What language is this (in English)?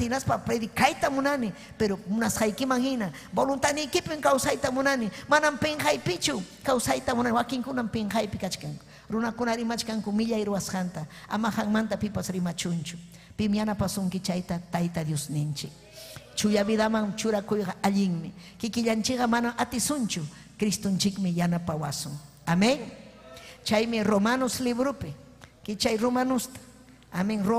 Ayacucho Quechua